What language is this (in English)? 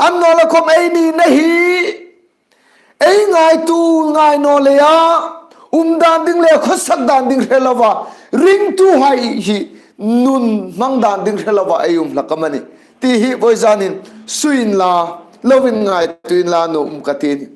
Hmar